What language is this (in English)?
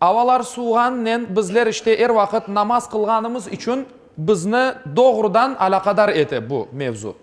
Crimean Tatar